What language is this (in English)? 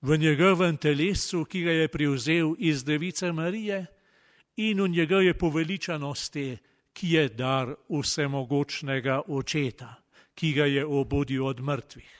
Slovenian